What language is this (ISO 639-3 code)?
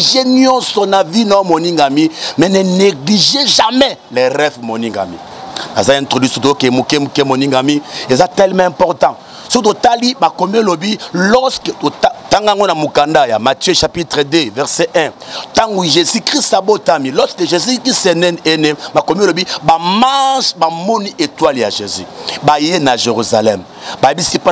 lin